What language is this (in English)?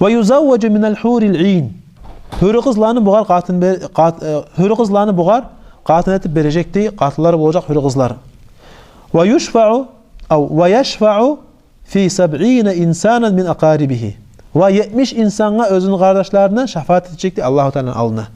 Kumyk